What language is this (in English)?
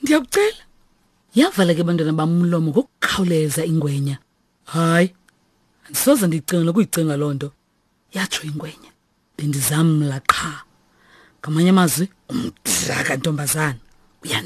Xhosa